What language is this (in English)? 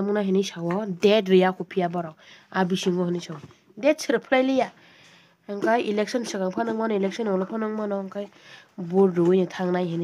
Kok Borok